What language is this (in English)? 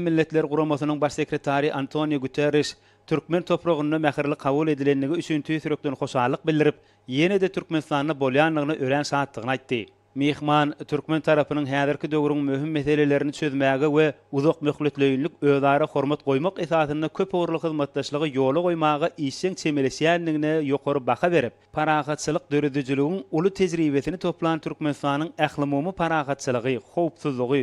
Turkmen